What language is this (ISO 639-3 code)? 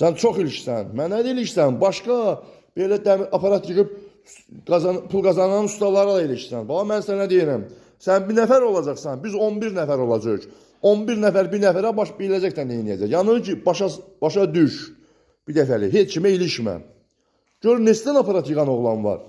aze